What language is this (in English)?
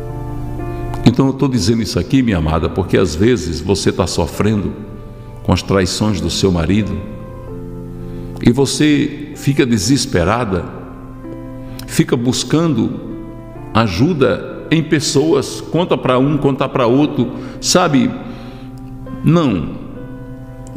Portuguese